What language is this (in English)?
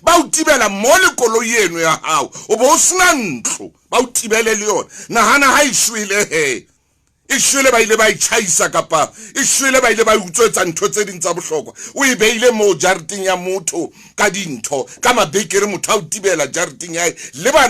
Southern Sotho